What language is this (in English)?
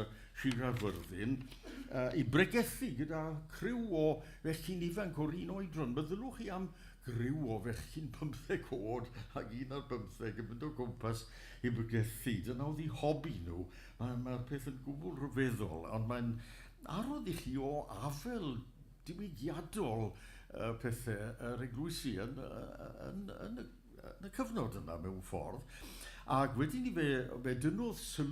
Welsh